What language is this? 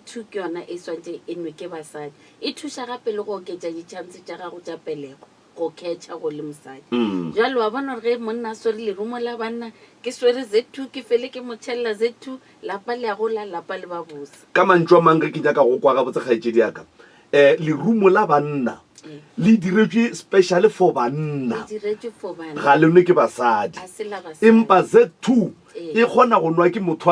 Northern Sotho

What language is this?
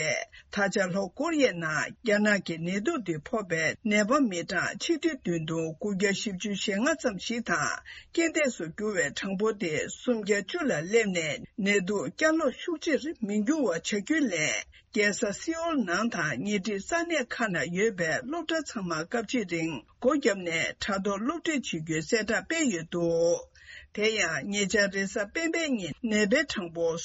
Tibetan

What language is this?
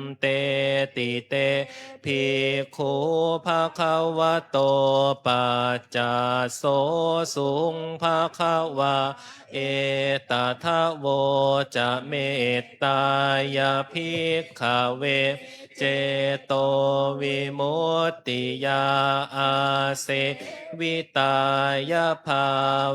Pali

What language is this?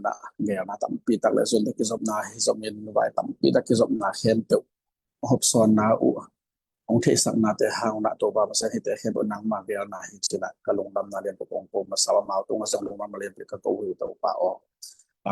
Tedim Chin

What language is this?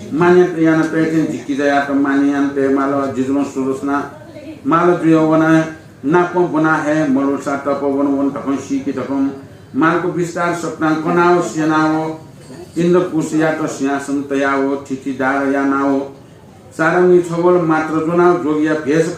Newari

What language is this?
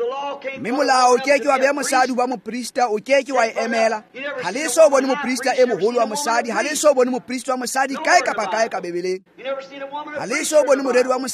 Tswana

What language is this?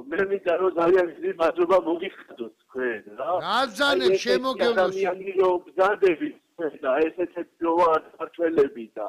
Georgian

